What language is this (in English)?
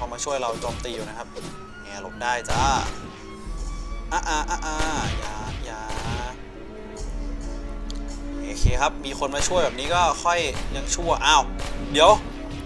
Thai